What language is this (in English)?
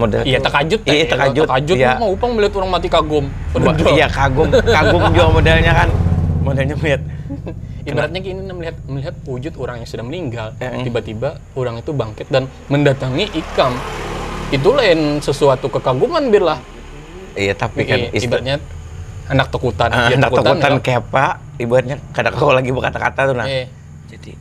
Banjar